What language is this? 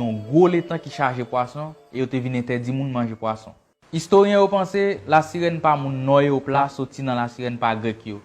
Haitian Creole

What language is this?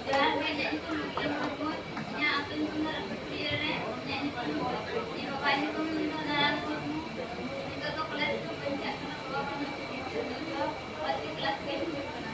Santali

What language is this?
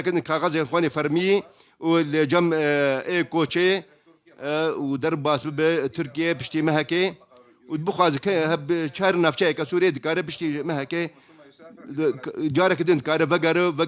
Kurdish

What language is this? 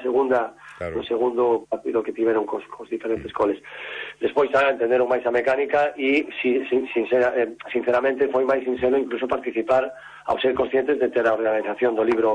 Galician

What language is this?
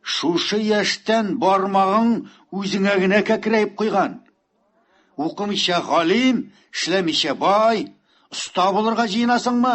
Tatar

